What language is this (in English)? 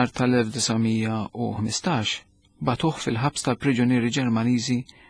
Maltese